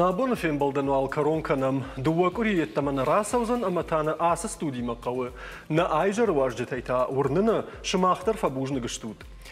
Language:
Ossetic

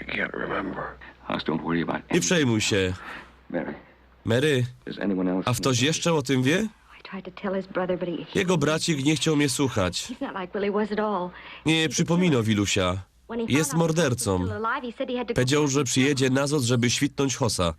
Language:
Silesian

